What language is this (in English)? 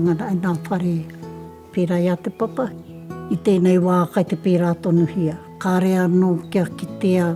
Māori